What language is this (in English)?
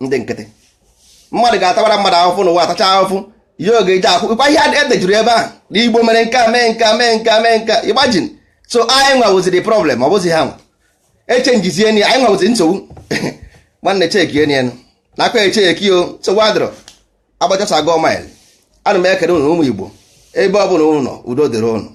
Igbo